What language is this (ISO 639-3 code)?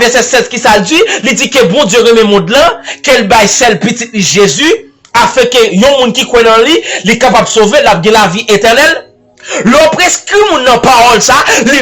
hat